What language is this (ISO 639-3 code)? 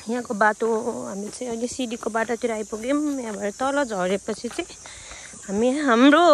nep